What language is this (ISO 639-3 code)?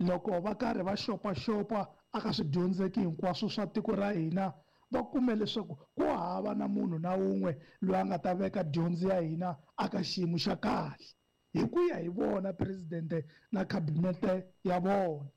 tso